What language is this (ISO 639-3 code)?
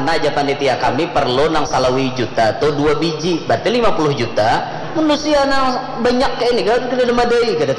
bjn